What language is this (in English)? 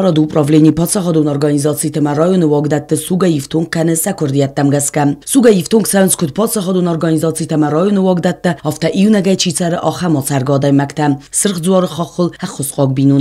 Ossetic